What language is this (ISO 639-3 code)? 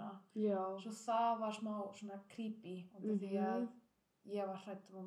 isl